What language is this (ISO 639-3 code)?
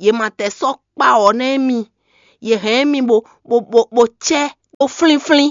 fon